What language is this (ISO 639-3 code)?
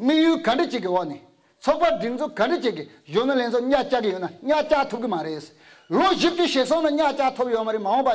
bod